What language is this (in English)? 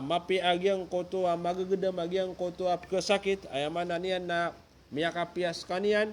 Maranao